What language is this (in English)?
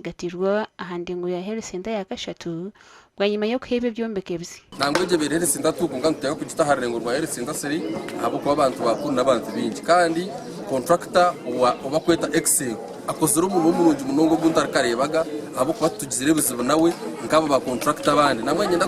Nyankole